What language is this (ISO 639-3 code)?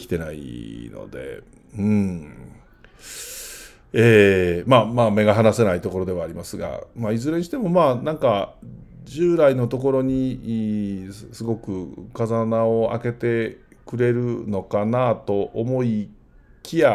jpn